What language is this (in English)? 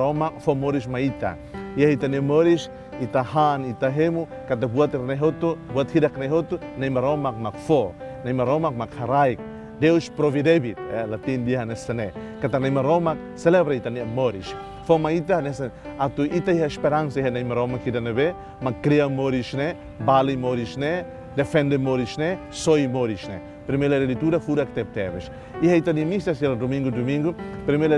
Tetum